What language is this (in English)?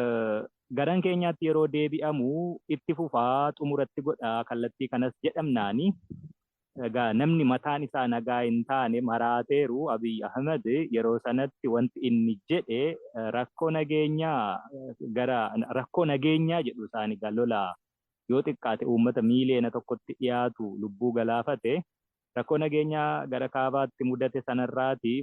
Oromo